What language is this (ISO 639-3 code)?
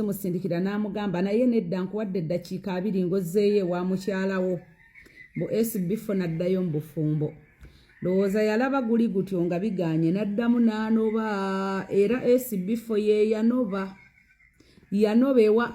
lug